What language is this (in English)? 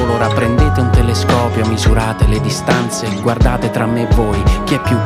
Italian